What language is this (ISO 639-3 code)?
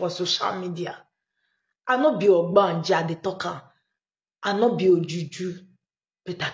pcm